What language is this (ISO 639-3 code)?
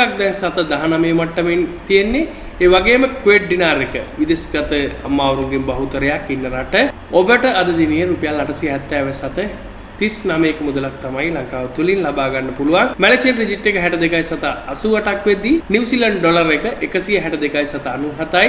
sin